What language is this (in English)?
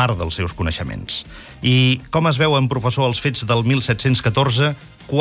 Catalan